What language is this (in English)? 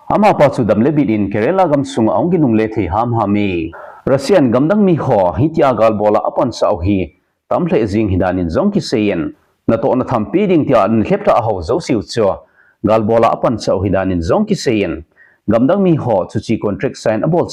Thado Chin